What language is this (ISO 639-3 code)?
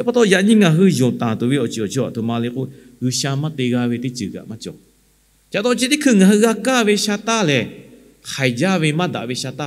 lhu